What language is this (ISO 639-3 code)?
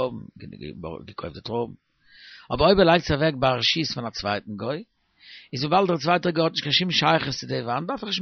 yid